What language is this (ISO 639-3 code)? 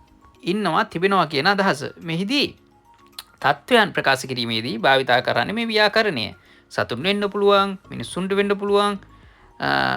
sin